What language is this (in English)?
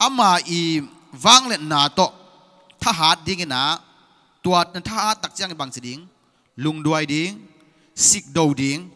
Tedim Chin